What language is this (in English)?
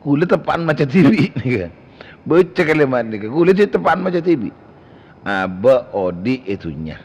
Madurese